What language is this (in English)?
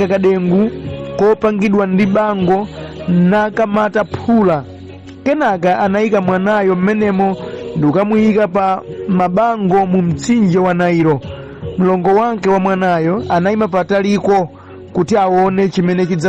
Nyanja